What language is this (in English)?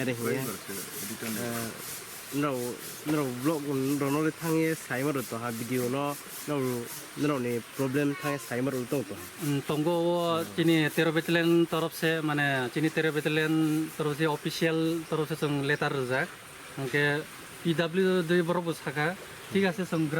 Riang (India)